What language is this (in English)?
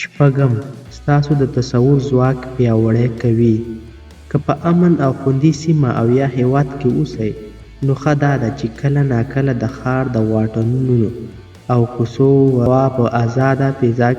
Pashto